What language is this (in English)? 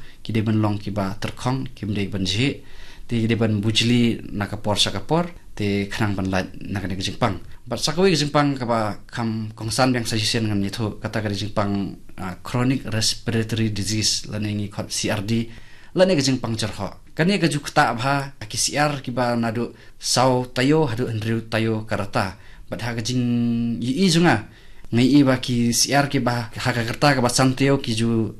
Khasi